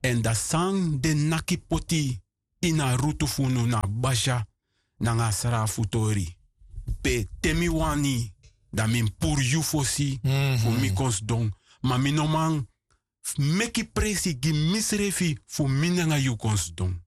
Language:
Sranan Tongo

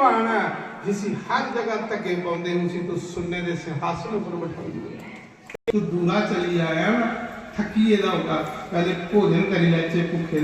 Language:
Dogri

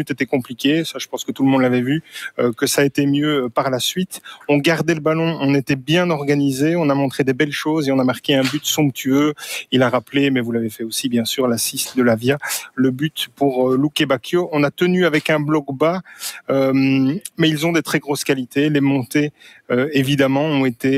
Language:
French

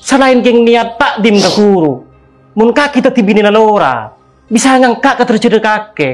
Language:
Madurese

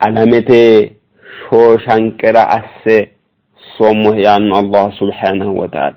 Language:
Sidamo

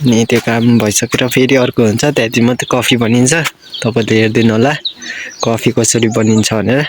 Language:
Nepali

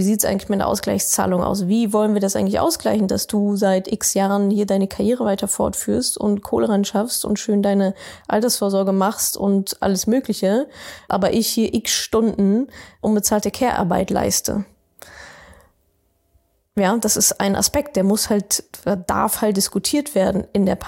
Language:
German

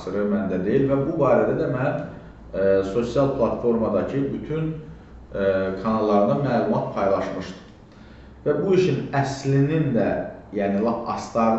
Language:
Azerbaijani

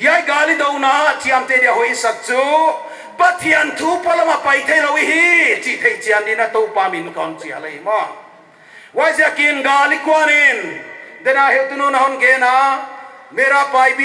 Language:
Paite Chin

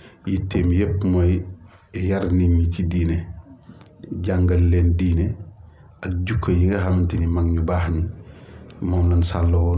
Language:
Wolof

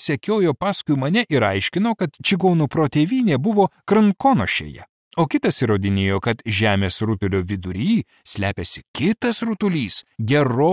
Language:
Lithuanian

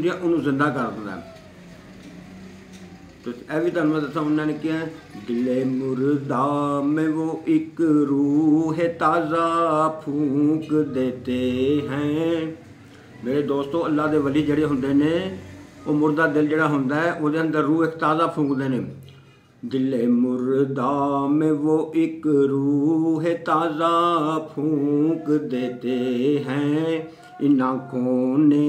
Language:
Punjabi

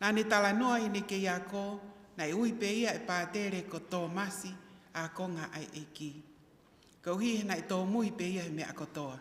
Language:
Tongan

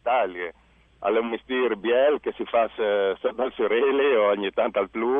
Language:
Friulian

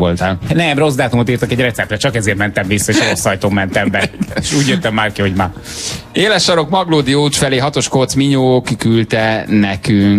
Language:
Hungarian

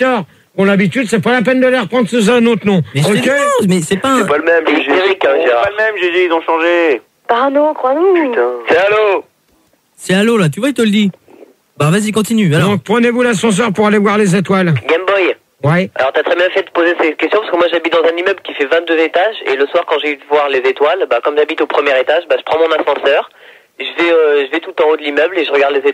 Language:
French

